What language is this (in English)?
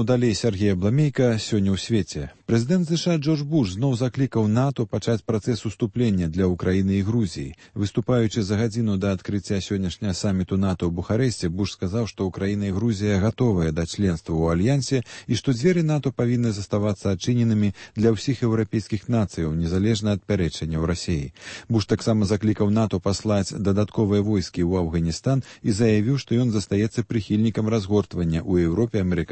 Belarusian